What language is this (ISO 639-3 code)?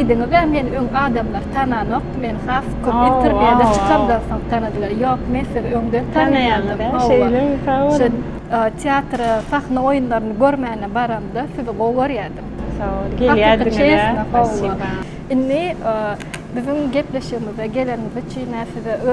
tuk